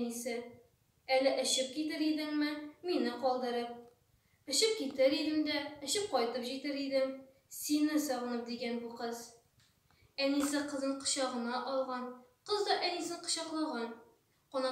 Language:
Tatar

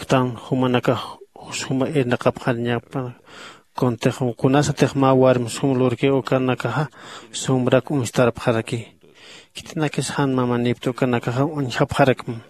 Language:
Aymara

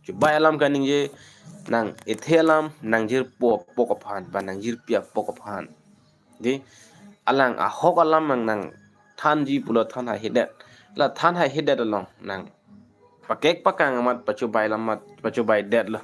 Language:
Karbi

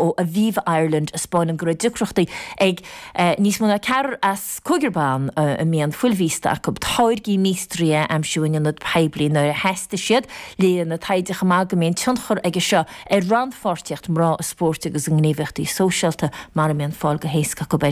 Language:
Irish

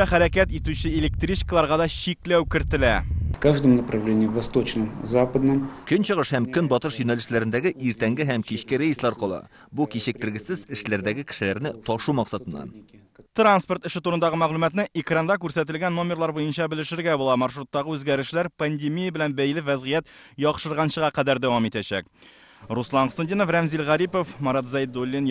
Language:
Tatar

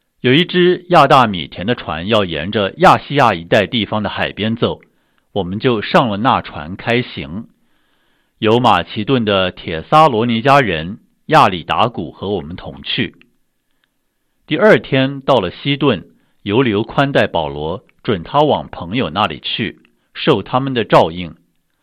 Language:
Chinese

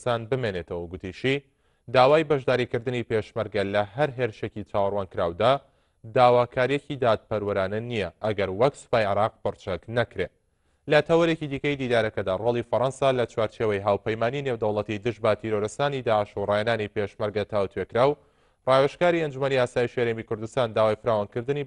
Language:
Central Kurdish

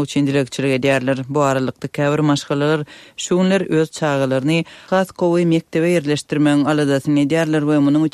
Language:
Turkmen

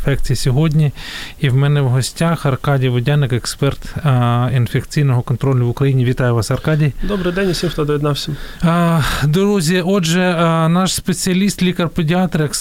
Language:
Ukrainian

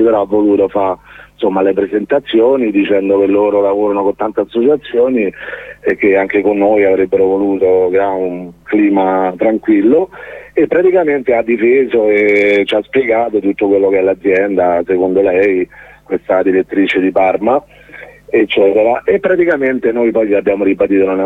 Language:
Italian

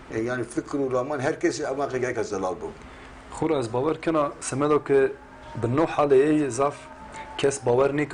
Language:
Zaza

